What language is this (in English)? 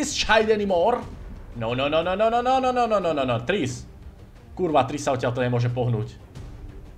Slovak